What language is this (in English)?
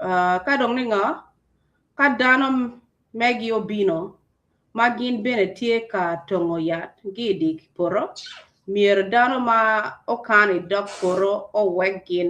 Acoli